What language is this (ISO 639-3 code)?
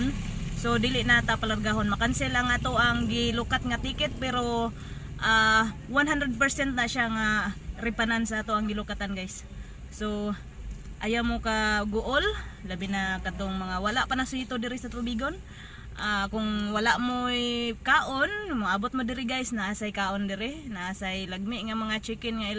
ceb